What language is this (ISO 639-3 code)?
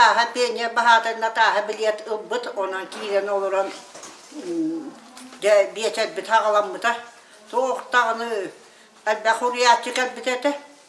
sah